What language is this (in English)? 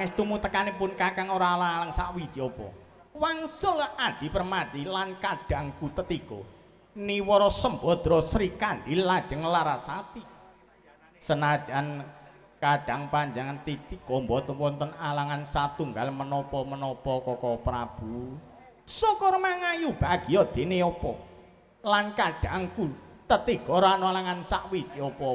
Javanese